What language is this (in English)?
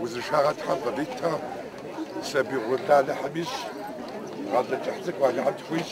Kabardian